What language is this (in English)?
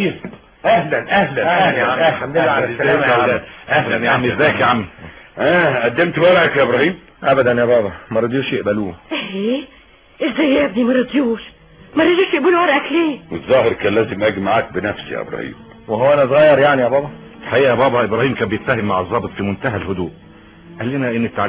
Egyptian Arabic